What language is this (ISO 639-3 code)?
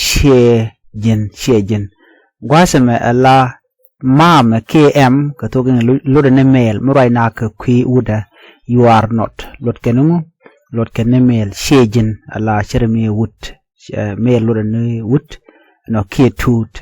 nus